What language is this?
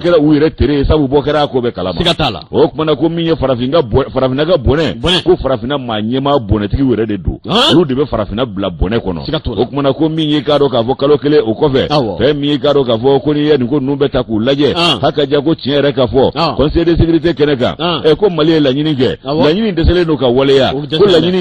Bambara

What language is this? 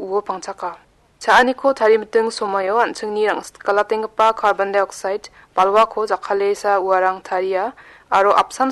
Garo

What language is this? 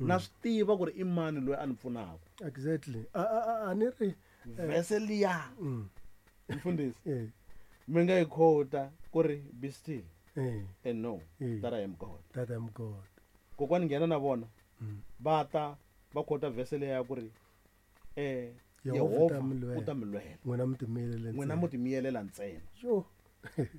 Tsonga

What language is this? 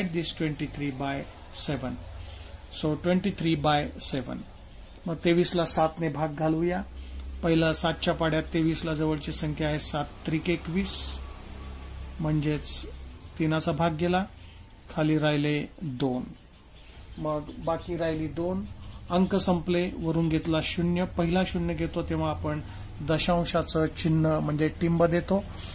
Marathi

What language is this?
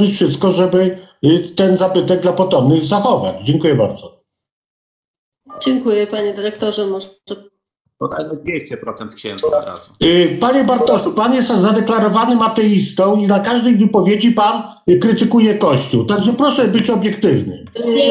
Polish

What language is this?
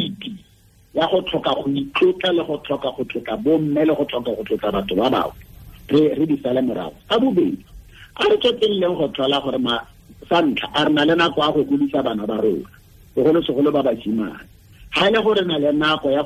Tswana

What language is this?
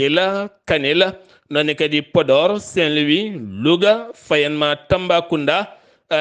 Fula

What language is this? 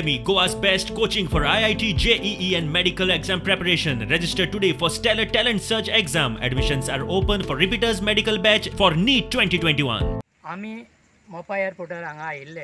Konkani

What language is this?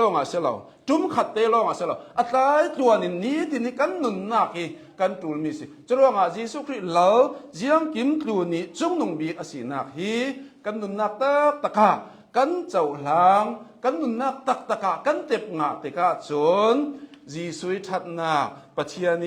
Hakha Chin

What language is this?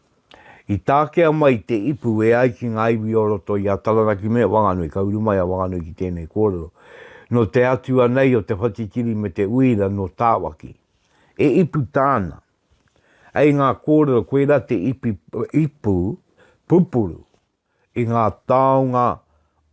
Māori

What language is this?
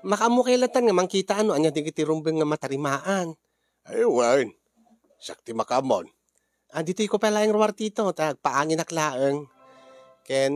Iloko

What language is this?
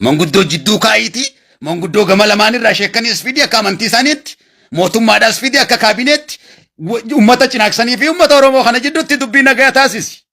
Oromo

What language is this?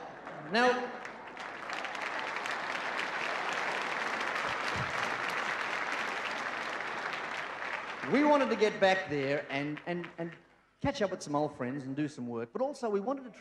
English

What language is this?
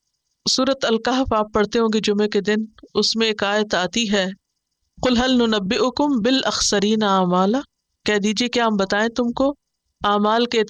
Urdu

